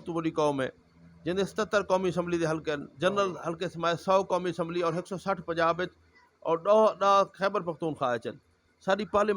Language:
Saraiki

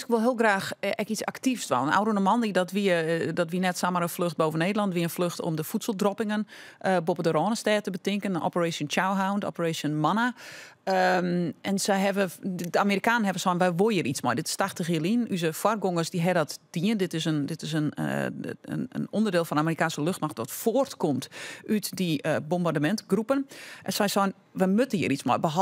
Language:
Western Frisian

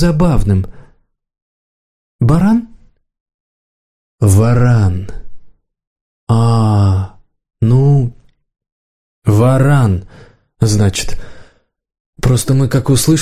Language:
Russian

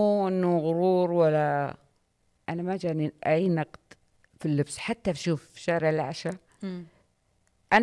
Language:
Najdi Arabic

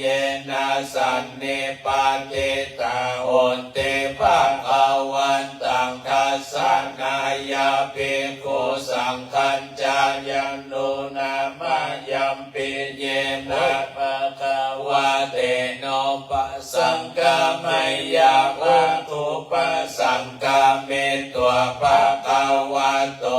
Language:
Pali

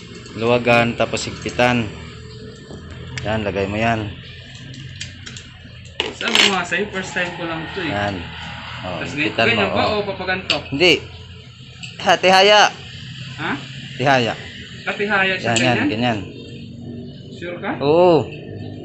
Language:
Filipino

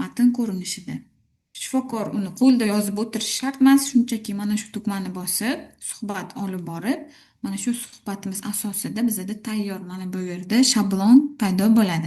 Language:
Uzbek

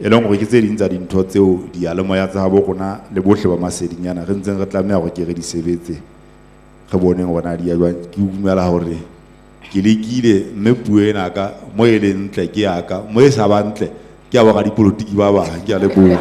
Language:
Southern Sotho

